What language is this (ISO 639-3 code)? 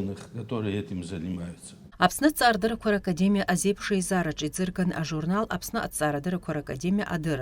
abk